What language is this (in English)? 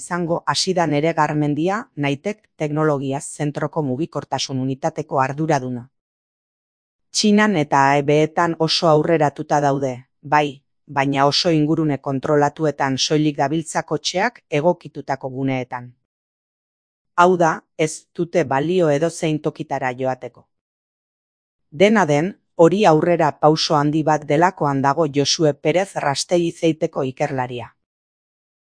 Basque